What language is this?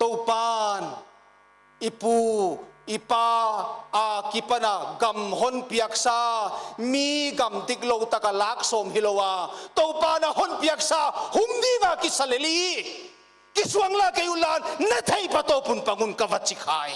Paite Chin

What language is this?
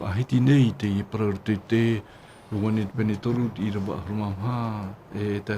Tahitian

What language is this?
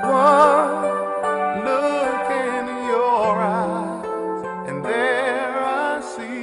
Jamaican Creole English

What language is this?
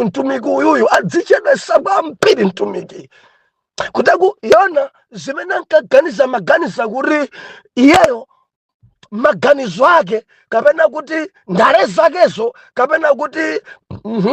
Nyanja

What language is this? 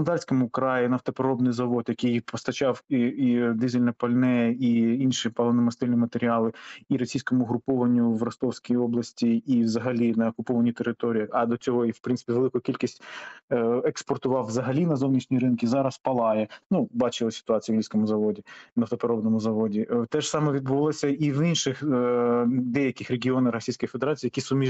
Ukrainian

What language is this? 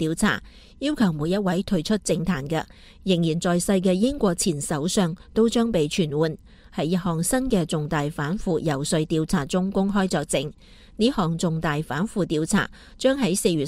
Cantonese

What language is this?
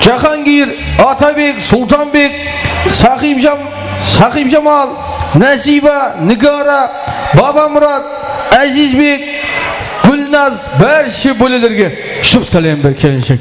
Kara-Kalpak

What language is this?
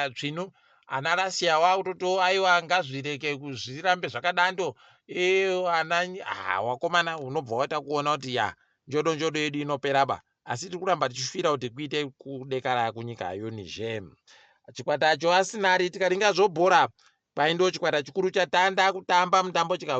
Ndau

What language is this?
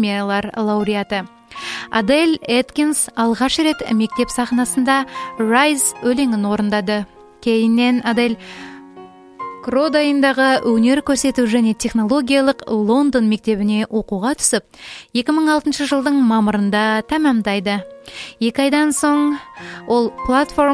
Kazakh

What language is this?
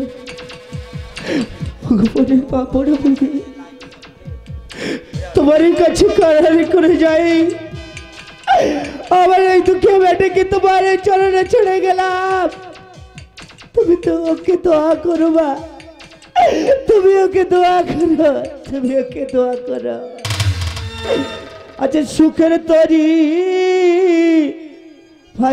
Bangla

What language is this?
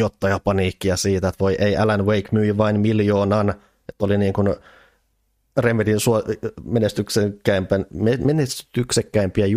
Finnish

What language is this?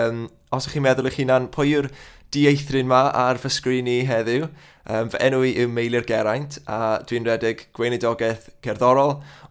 Welsh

